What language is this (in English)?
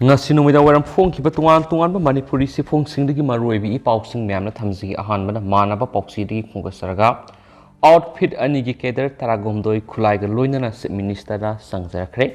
Manipuri